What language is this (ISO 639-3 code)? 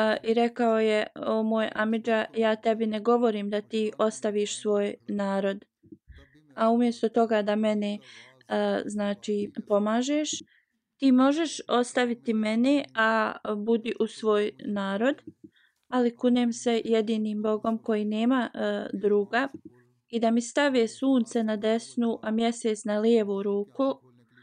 bos